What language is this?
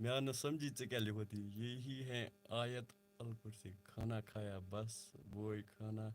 Kashmiri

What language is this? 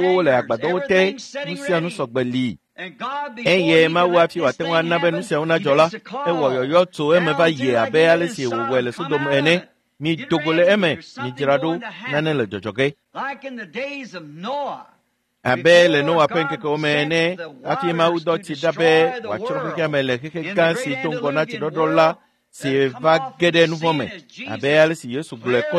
Ewe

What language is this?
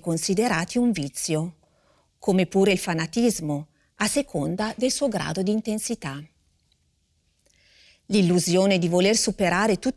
Italian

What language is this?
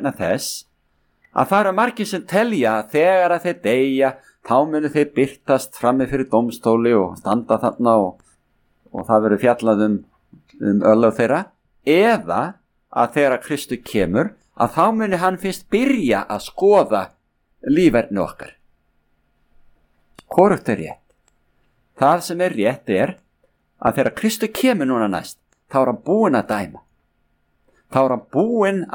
Icelandic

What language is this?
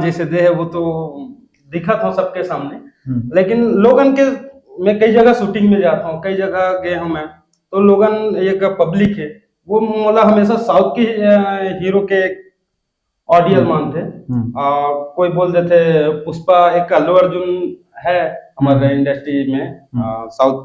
Chhattisgarhi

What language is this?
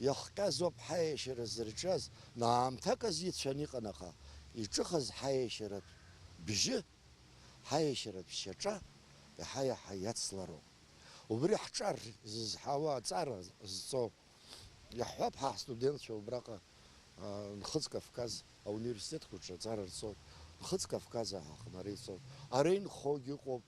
Abkhazian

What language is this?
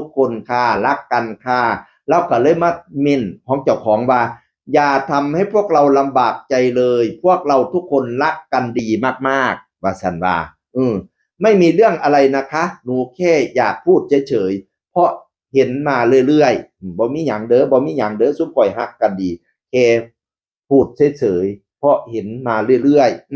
Northeastern Thai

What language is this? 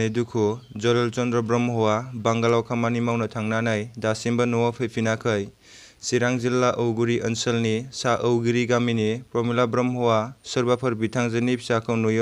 Bodo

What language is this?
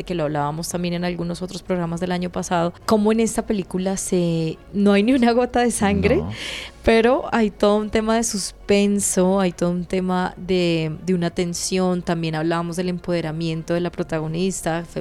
Spanish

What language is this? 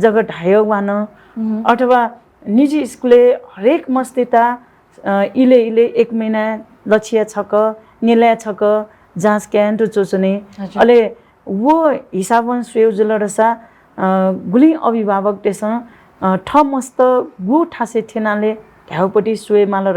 Newari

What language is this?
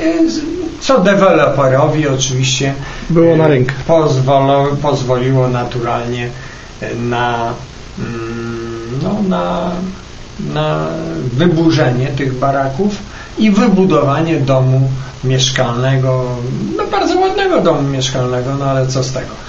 Polish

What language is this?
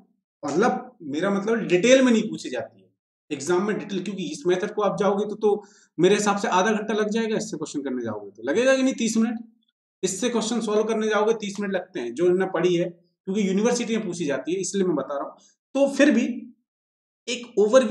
Hindi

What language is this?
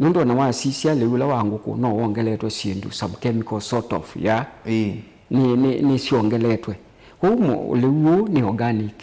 Kamba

